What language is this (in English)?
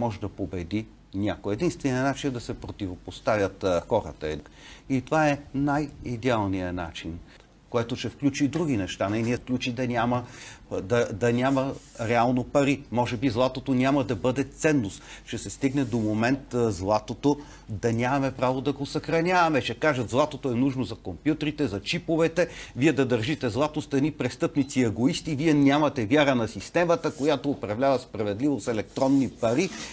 Bulgarian